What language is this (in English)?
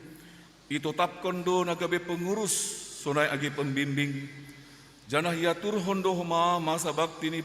Batak Simalungun